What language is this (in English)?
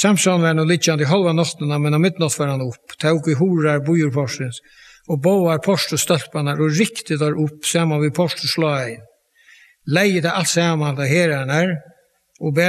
Faroese